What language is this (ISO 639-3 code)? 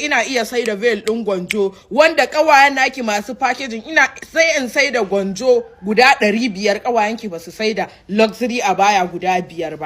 hau